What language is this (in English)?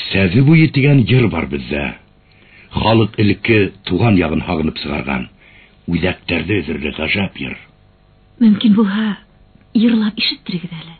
Bashkir